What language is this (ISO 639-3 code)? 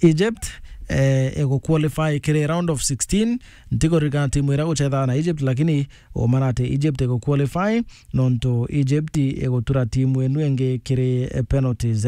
mer